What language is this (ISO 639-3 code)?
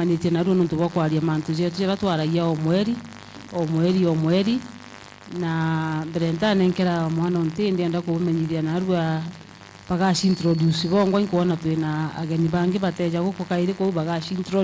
mer